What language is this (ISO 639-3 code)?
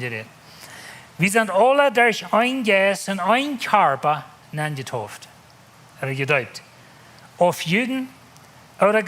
pdt